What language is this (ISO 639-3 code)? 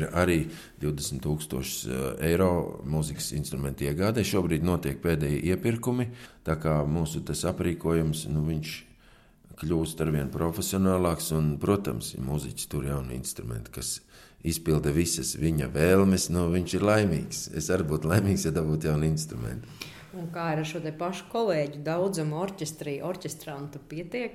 lav